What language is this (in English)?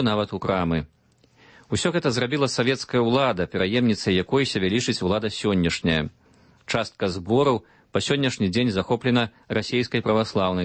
Belarusian